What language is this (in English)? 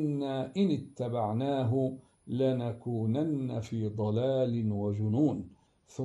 Arabic